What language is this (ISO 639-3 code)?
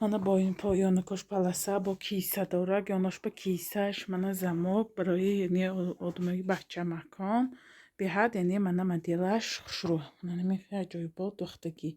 tgk